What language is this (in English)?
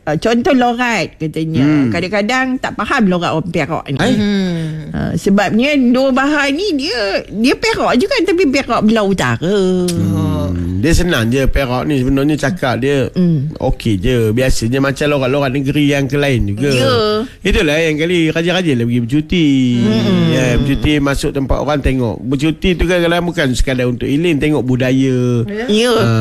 Malay